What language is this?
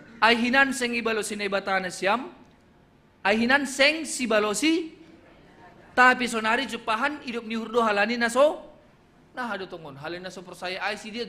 Batak Simalungun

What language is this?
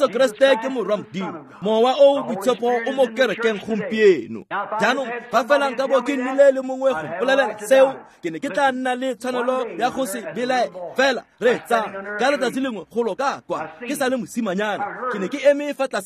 Tswana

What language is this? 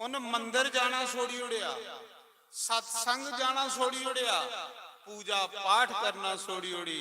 Dogri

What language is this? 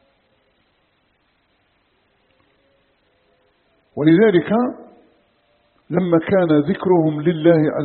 Arabic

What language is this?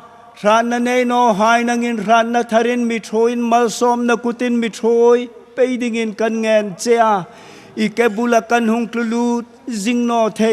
Hmar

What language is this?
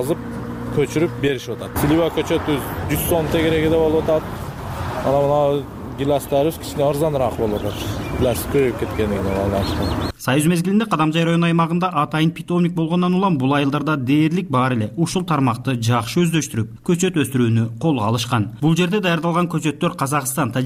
Kyrgyz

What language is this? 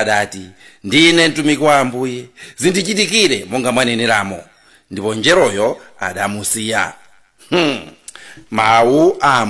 Nyanja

